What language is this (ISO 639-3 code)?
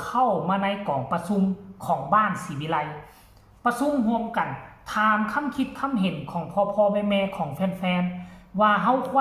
tts